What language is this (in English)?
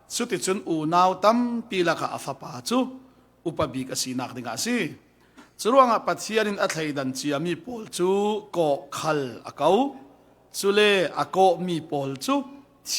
Falam Chin